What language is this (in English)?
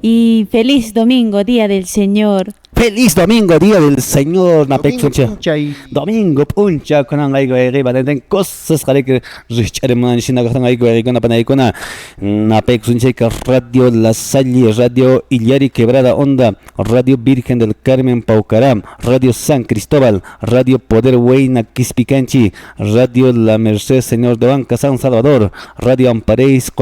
Quechua